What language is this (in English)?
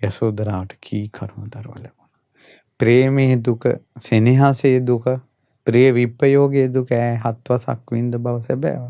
Sinhala